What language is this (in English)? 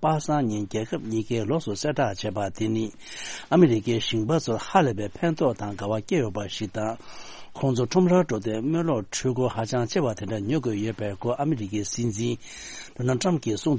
Tibetan